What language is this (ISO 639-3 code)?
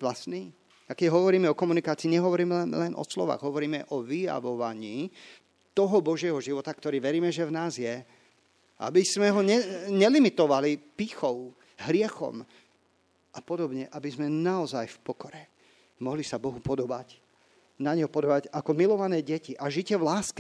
slk